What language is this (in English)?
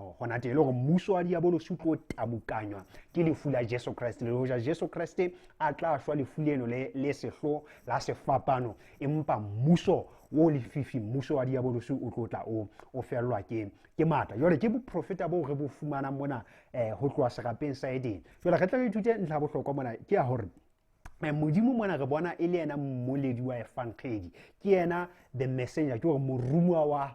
Southern Sotho